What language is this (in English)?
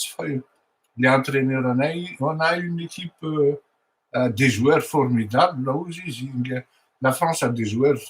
Malagasy